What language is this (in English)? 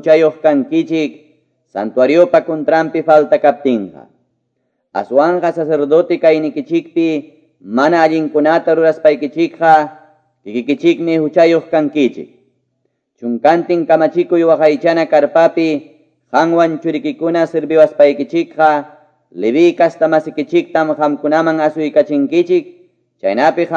Quechua